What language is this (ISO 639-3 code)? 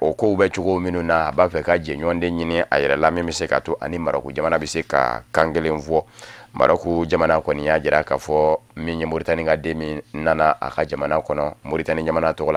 bam